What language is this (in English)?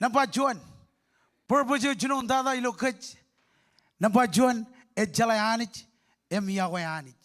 Marshallese